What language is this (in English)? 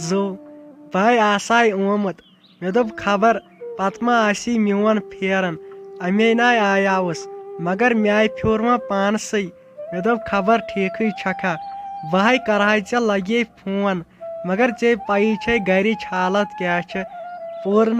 Kashmiri